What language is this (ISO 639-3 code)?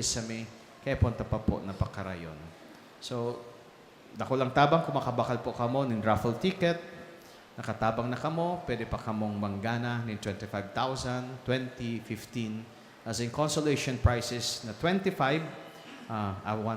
bik